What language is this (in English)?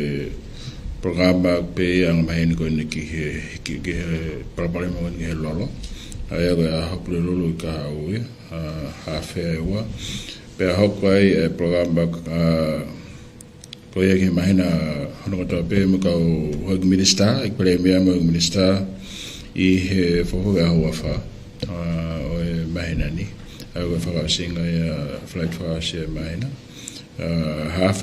Tongan